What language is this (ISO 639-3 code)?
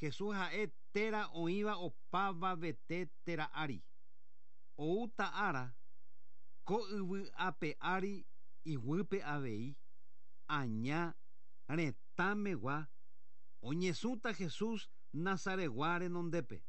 grn